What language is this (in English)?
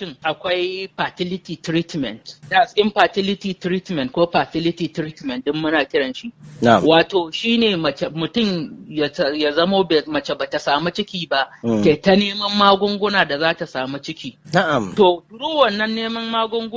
Hausa